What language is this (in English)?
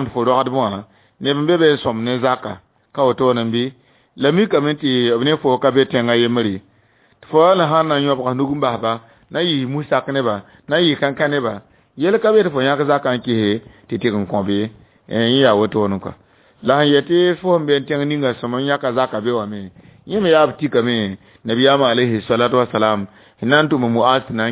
Mossi